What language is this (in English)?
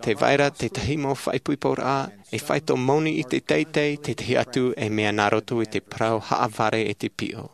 Tahitian